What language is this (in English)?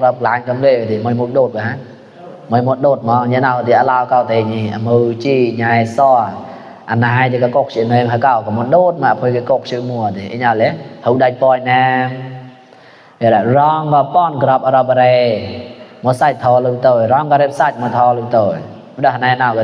Mon